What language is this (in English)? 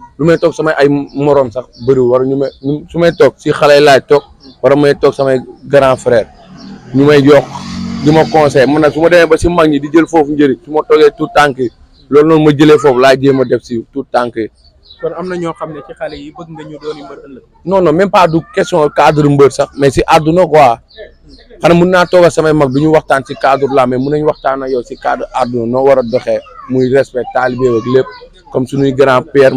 Wolof